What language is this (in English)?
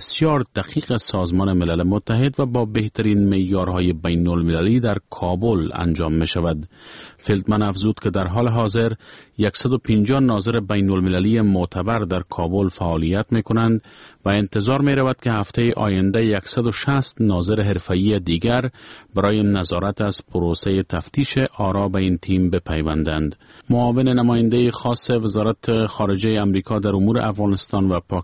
Persian